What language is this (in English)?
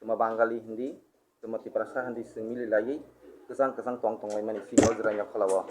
Kok Borok